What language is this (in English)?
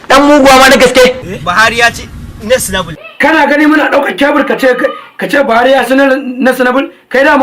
Hausa